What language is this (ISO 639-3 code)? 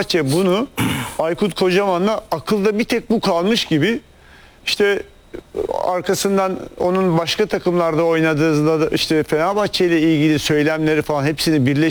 tur